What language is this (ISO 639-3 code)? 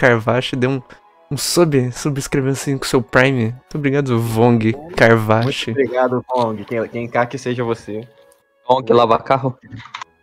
por